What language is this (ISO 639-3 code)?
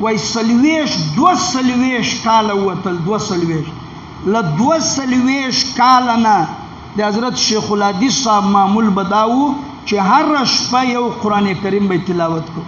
pus